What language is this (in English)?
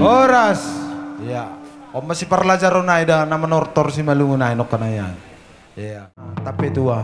Batak Simalungun